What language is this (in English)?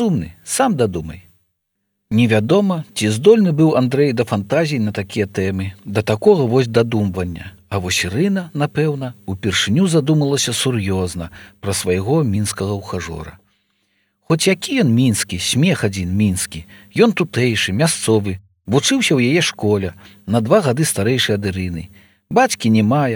Belarusian